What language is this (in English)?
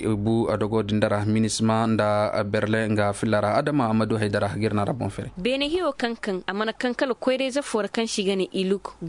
Koyraboro Senni